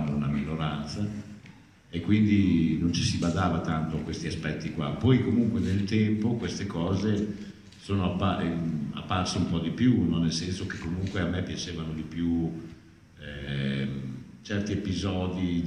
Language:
Italian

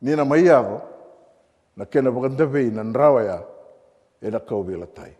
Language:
Fijian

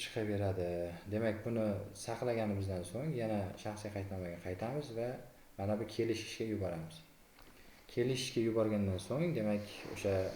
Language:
Uzbek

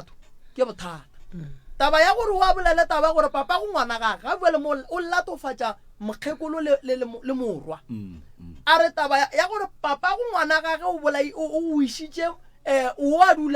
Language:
Northern Sotho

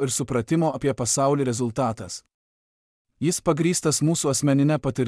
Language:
Lithuanian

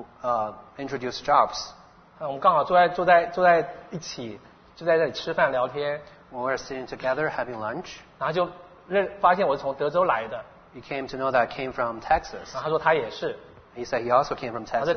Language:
Chinese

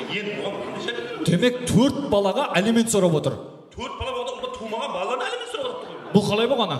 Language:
Kara-Kalpak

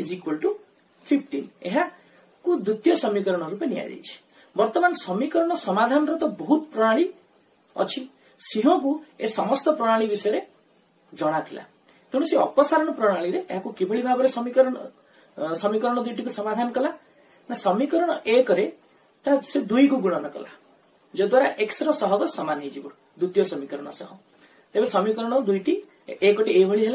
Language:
Odia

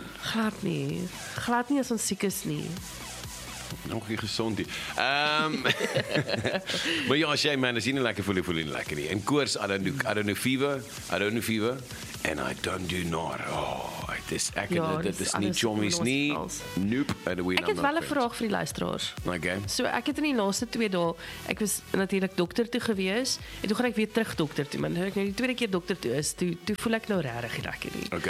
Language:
Afrikaans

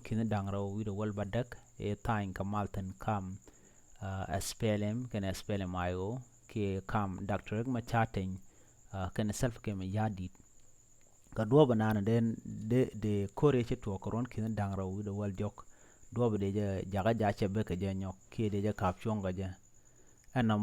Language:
Nuer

